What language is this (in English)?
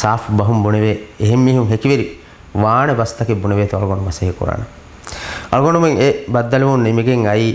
Divehi